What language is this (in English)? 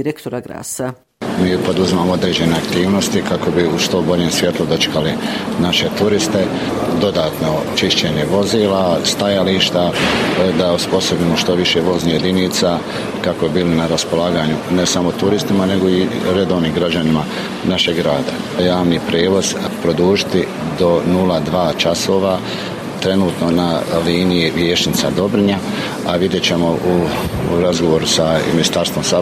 Bosnian